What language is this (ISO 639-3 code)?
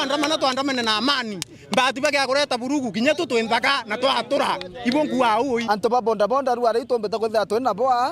mer